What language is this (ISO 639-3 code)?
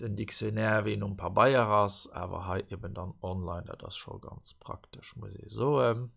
ltz